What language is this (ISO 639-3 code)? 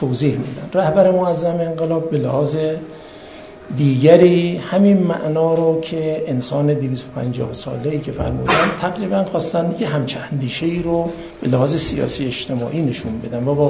fas